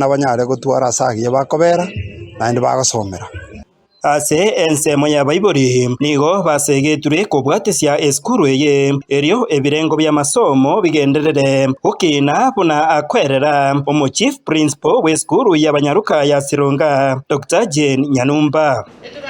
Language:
Gusii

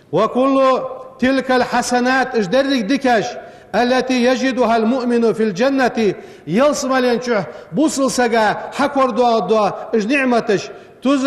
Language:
Ingush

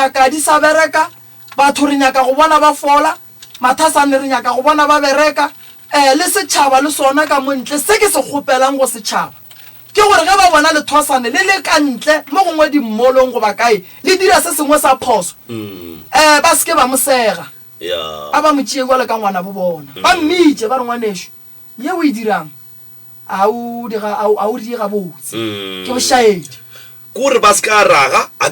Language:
Northern Sotho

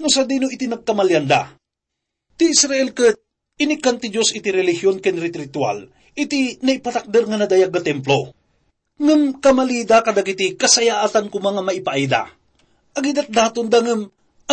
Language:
Iloko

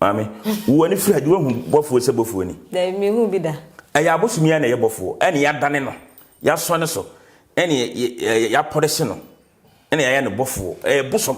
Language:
Akan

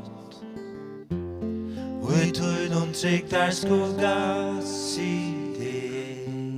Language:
Faroese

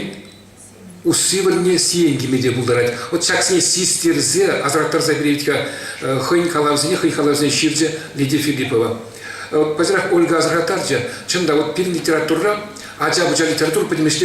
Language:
Chuvash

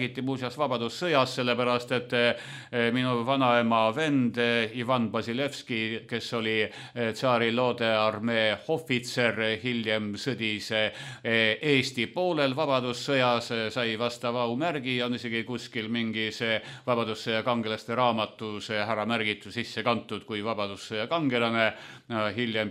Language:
Estonian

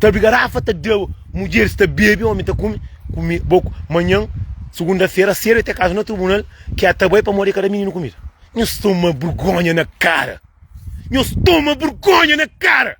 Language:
Kabuverdianu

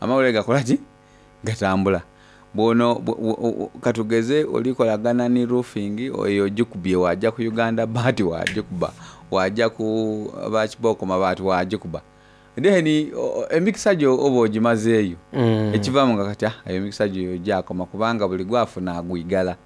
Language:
Soga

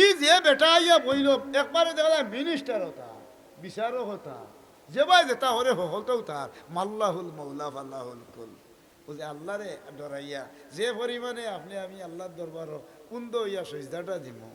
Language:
Sylheti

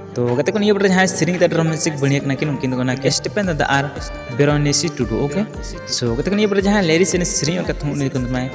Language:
Santali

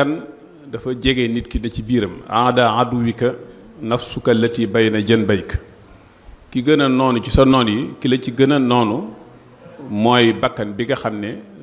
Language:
Wolof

